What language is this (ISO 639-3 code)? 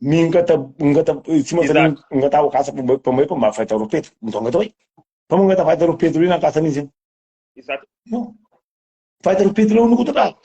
kea